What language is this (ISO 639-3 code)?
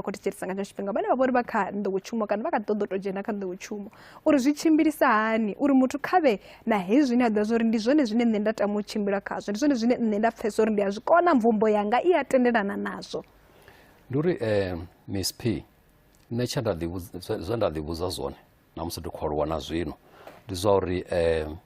ven